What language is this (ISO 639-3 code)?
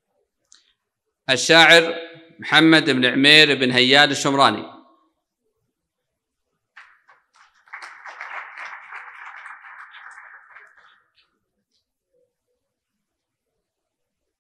ara